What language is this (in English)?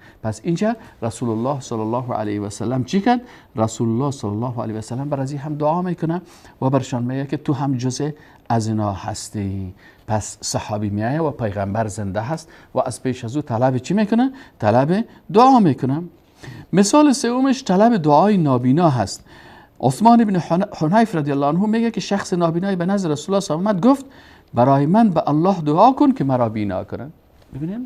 Persian